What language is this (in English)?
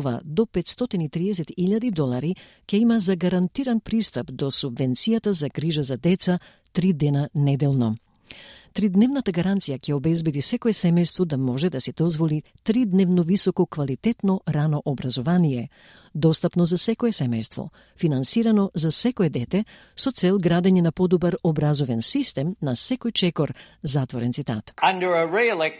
Macedonian